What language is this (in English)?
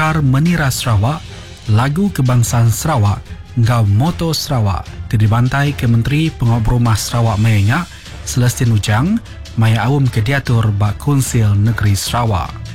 Iban